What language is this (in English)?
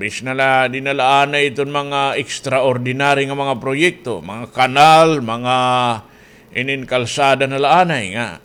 Waray